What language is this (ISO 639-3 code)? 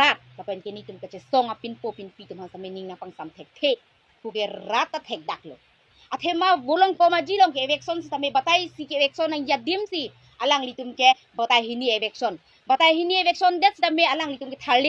mjw